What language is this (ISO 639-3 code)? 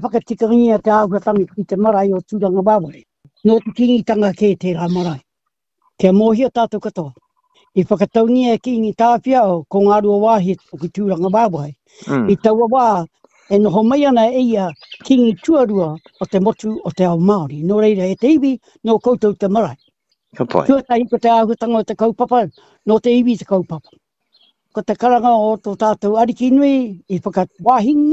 mri